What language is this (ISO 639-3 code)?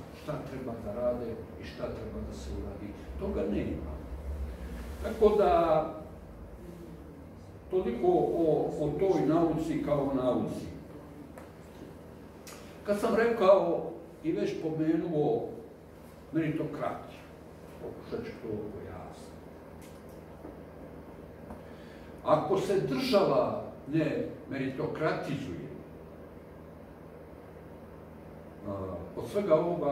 srp